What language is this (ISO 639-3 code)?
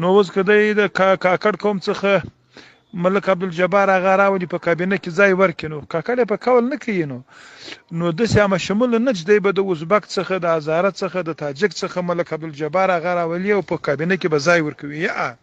pus